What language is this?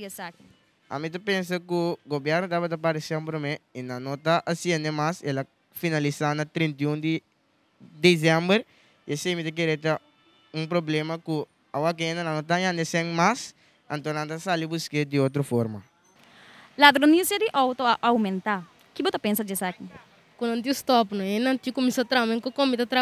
Papiamento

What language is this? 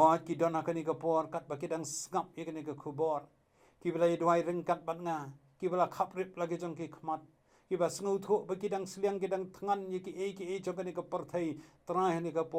Khasi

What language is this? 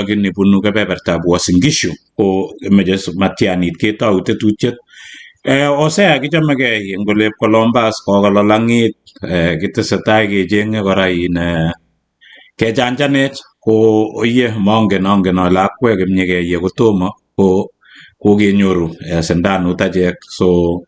Kalenjin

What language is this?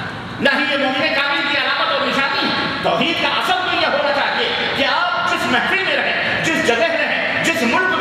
Urdu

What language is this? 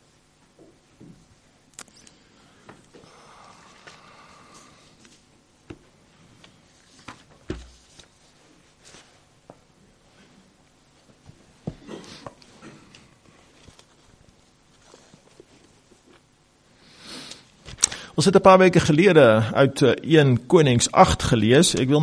Afrikaans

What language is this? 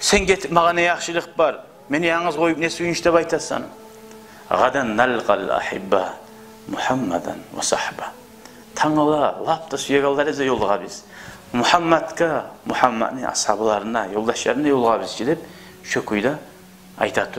Kumyk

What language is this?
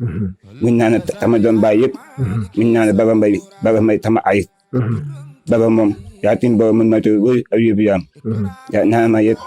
Wolof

